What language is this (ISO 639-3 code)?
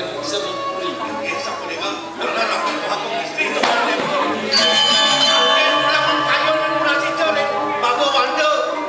ban